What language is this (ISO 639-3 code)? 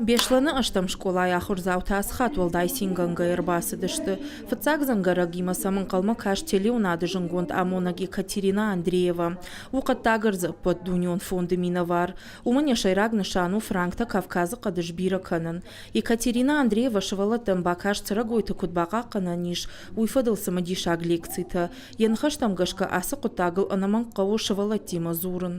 oss